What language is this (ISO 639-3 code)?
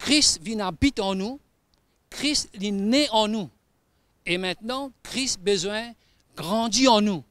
mfe